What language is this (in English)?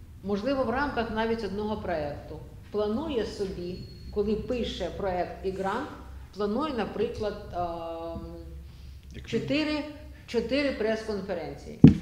Ukrainian